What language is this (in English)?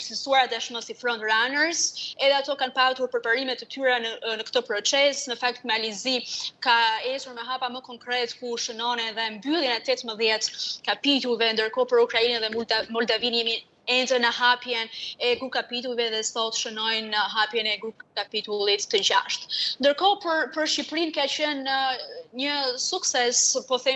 Albanian